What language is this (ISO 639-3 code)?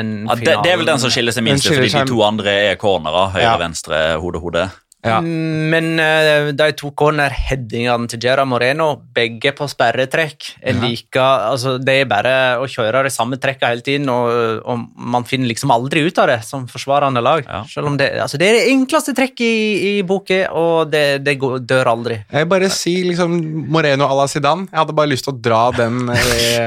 nor